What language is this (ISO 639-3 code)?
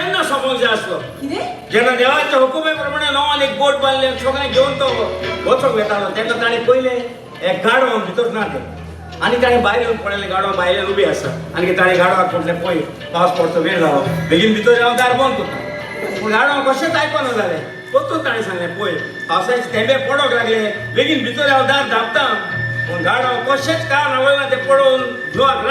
kok